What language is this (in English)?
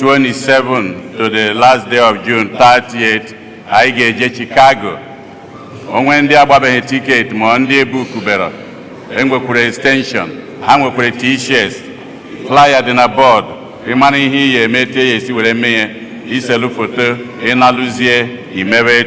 Igbo